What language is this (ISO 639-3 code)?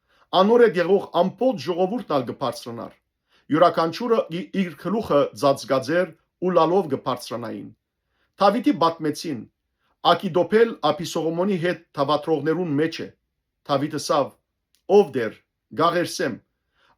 hyw